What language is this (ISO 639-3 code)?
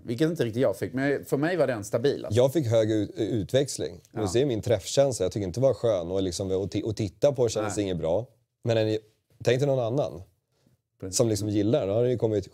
swe